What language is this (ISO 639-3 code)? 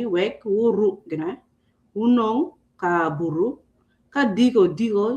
ach